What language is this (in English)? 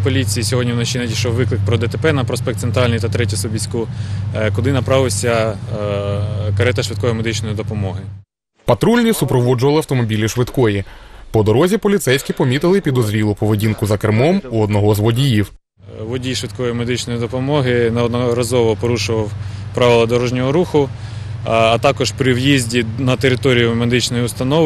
Ukrainian